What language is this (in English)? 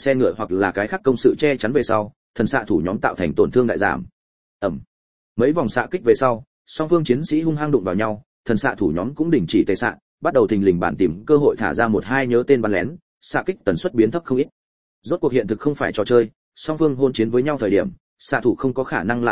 Vietnamese